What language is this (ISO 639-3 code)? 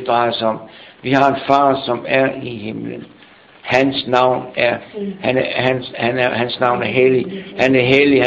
dan